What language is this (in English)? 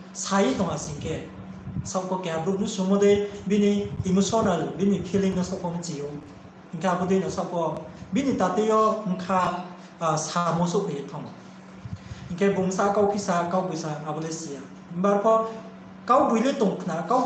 Riang (India)